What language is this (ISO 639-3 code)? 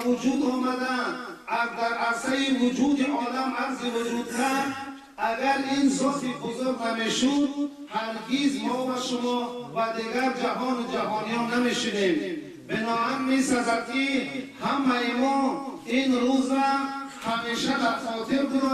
tgk